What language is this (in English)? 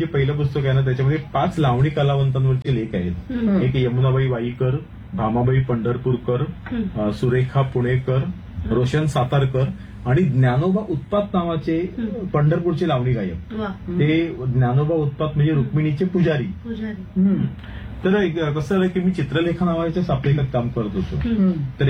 Marathi